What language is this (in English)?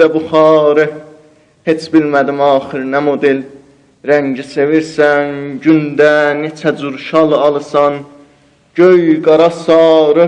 South Azerbaijani